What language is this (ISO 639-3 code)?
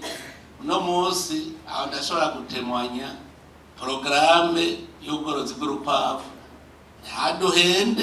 run